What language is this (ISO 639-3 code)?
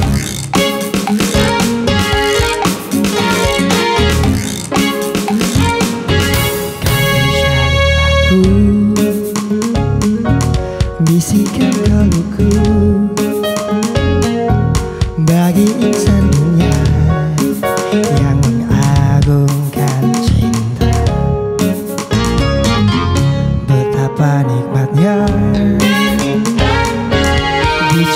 ind